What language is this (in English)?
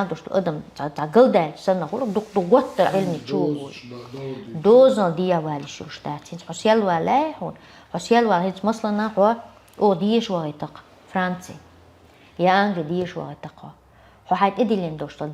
Chechen